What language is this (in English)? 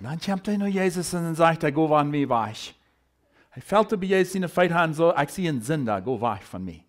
Plautdietsch